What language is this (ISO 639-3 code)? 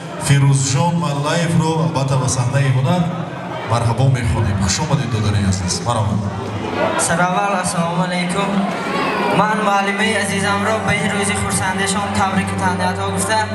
tgk